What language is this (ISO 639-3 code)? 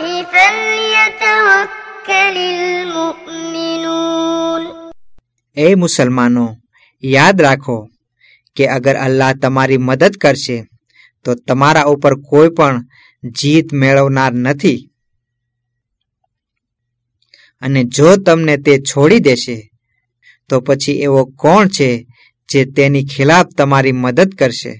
guj